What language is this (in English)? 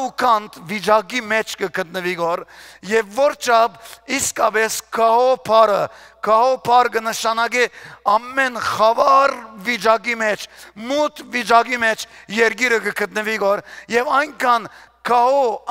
Western Armenian